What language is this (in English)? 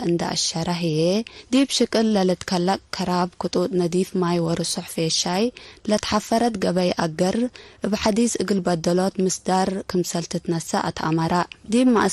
Tigre